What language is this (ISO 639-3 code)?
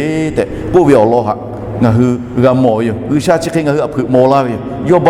lhu